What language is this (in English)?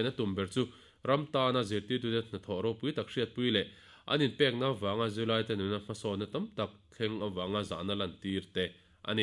Mizo